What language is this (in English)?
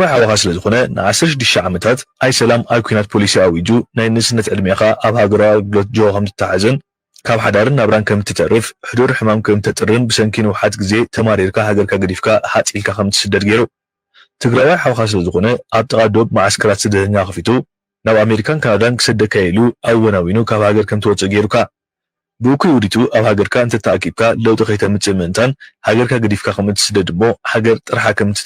Tigrinya